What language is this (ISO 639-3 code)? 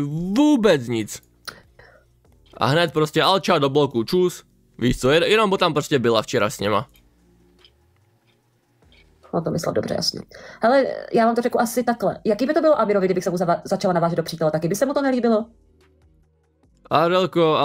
ces